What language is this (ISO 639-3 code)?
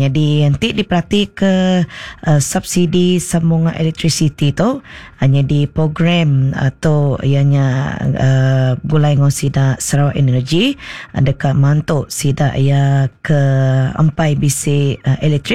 iba